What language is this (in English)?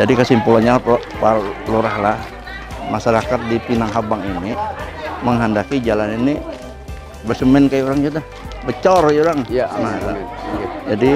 Banjar